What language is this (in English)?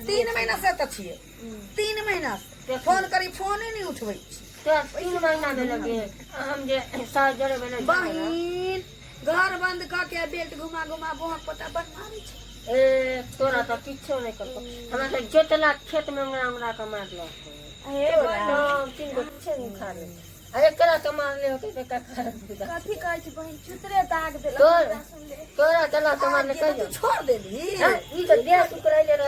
Maithili